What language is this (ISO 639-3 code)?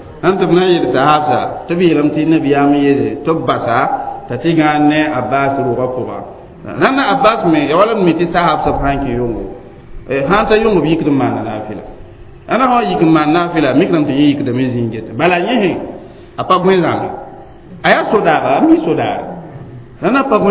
mos